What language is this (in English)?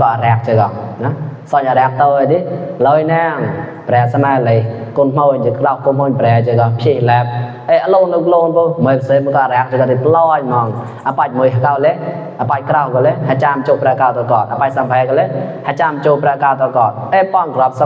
Mon